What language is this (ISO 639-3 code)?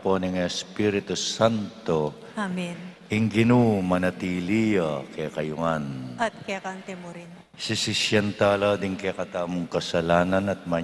pam